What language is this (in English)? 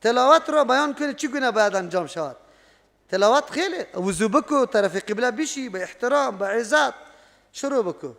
Persian